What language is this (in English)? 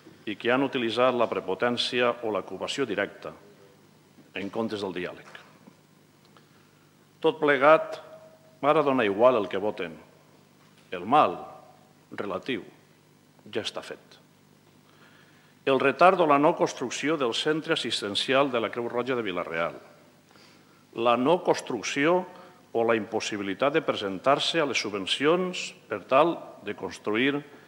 Catalan